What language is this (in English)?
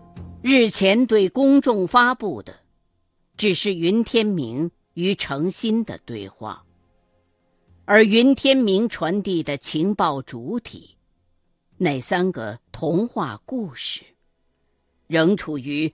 Chinese